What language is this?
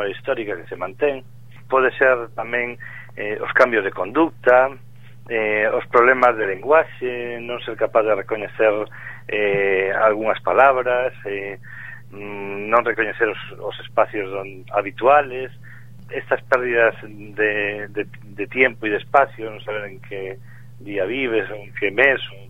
Galician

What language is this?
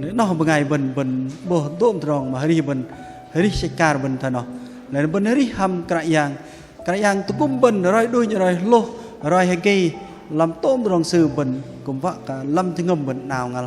Bahnar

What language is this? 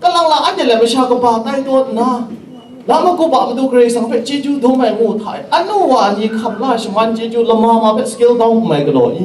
Kachin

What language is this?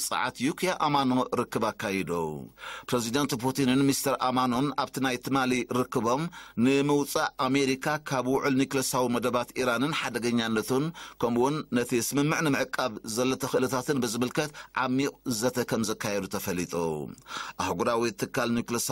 Tigrinya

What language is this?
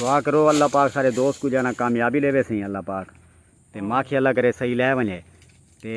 Saraiki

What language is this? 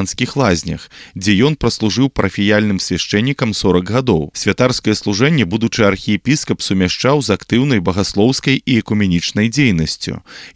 Belarusian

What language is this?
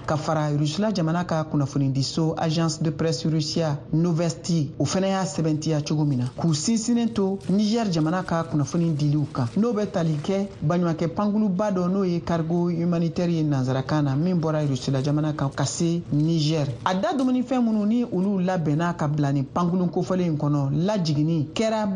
Bambara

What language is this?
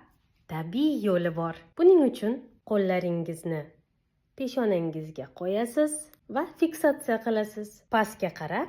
Uzbek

